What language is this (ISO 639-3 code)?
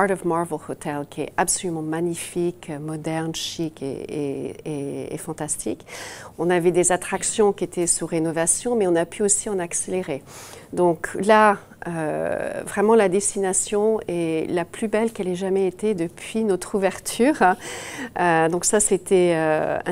fra